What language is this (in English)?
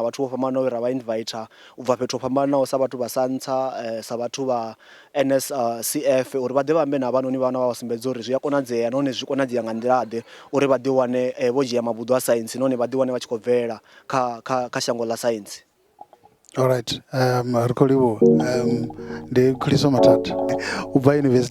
Venda